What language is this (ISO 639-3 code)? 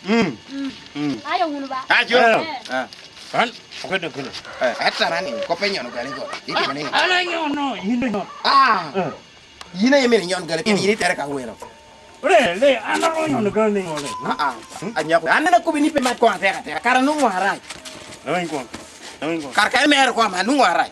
laj